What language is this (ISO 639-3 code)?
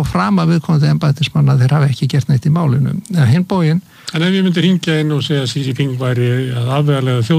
isl